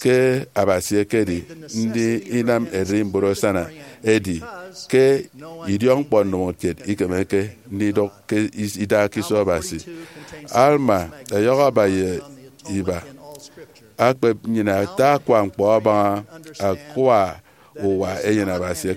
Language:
Efik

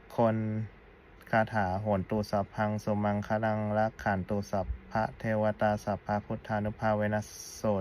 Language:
Pali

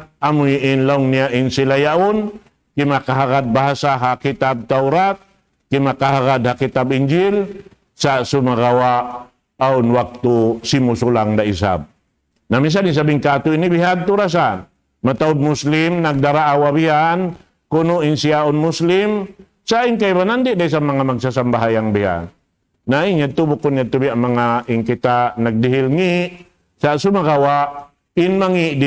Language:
Tausug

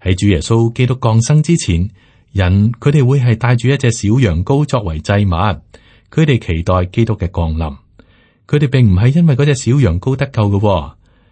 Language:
Cantonese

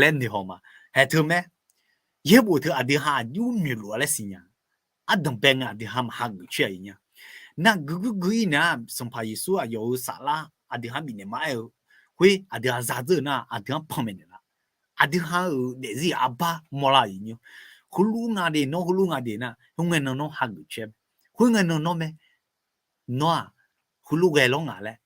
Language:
Akha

